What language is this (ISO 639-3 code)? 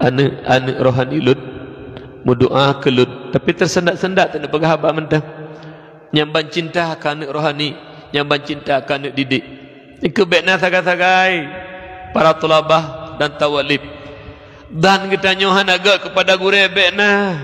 ace